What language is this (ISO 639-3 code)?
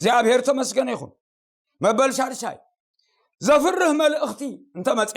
tir